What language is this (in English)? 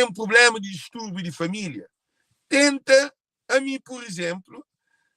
Kabuverdianu